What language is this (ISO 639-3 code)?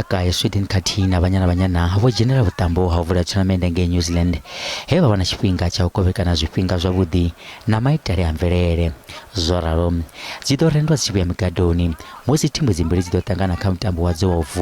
ven